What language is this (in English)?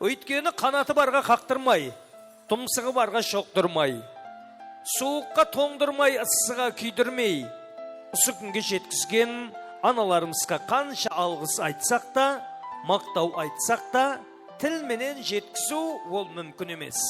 Kara-Kalpak